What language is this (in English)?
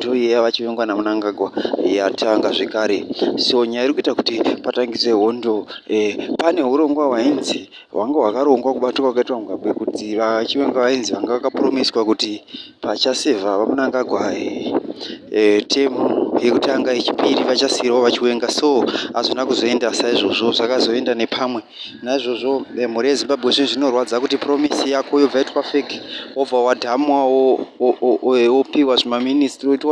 Shona